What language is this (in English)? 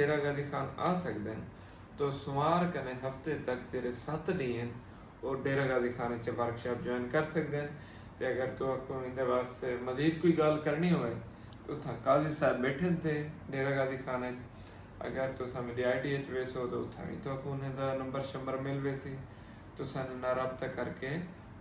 Saraiki